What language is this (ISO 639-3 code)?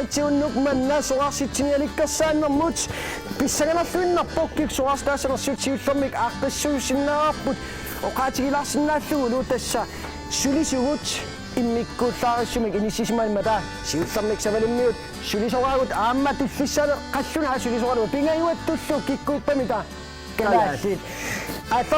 kal